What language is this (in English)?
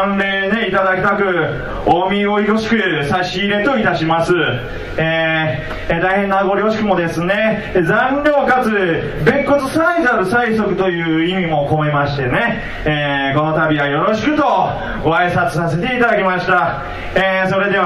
Japanese